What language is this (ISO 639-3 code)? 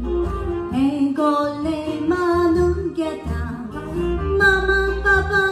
kok